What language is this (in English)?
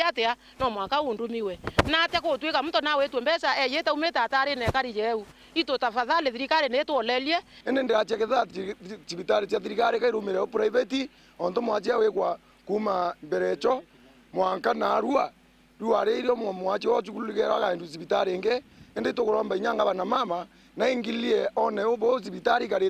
Meru